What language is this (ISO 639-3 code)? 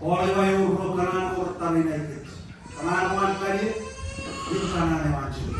mah